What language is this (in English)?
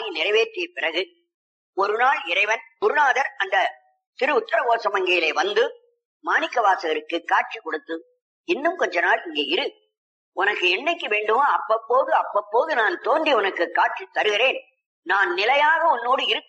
Tamil